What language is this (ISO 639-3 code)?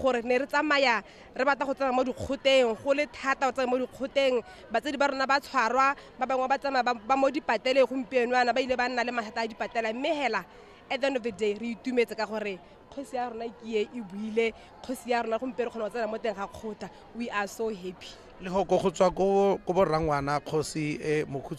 tsn